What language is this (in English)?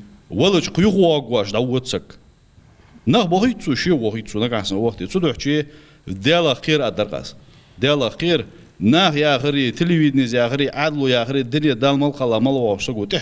Ingush